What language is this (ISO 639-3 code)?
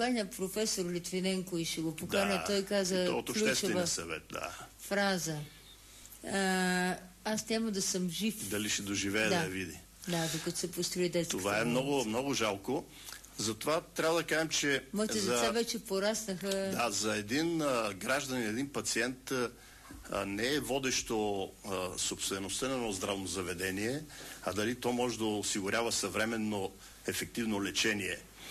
bul